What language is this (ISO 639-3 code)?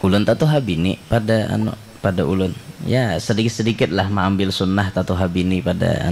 bjn